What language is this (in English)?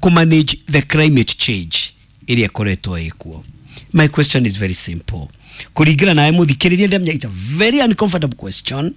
Kikuyu